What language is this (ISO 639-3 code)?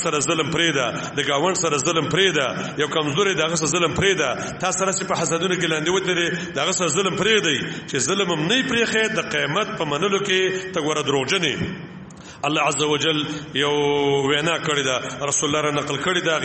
pus